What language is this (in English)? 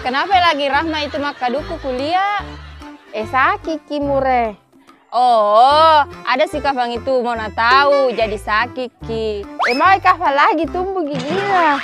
Buginese